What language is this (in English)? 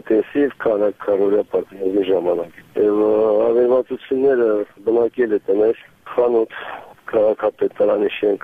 Armenian